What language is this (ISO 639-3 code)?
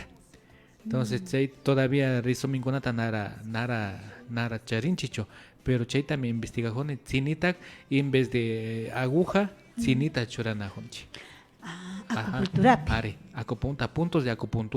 qvi